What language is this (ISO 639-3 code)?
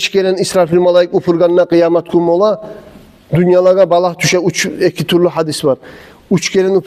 kum